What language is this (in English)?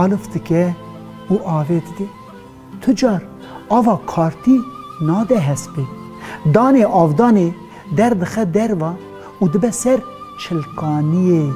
Kurdish